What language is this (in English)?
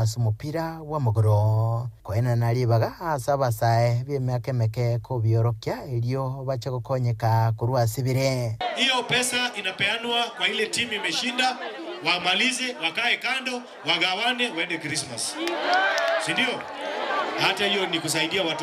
Gusii